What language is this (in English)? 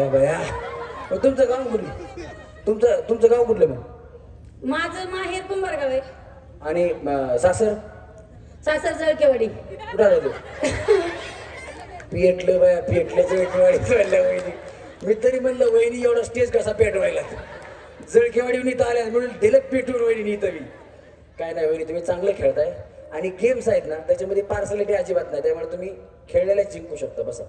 Marathi